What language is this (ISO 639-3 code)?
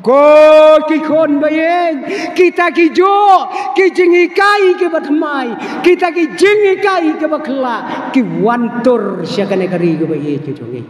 kha